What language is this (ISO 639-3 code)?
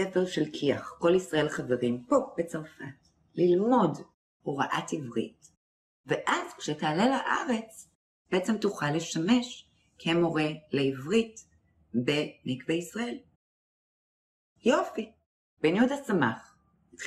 heb